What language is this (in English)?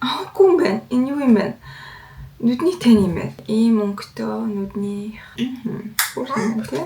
Mongolian